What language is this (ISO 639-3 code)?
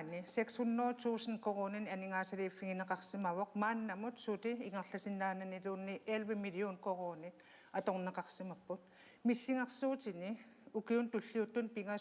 kal